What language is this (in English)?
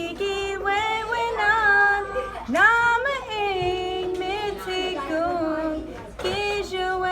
Ojibwa